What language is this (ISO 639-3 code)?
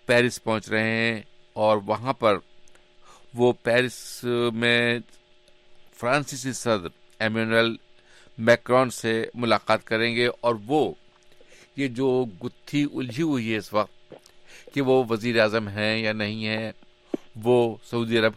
urd